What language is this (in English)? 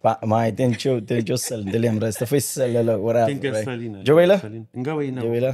Kabuverdianu